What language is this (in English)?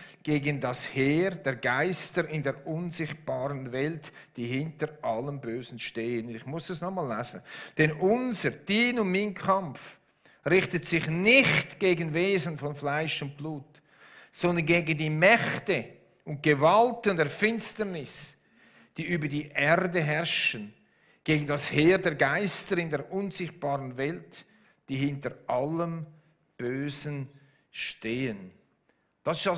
Swiss German